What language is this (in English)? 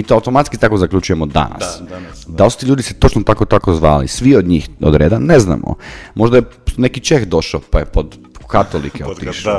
Croatian